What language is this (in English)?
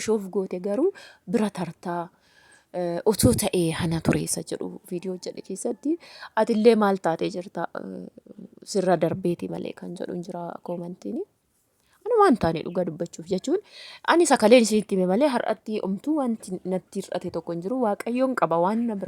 Oromo